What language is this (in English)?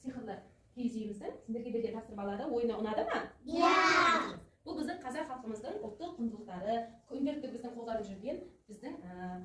Kazakh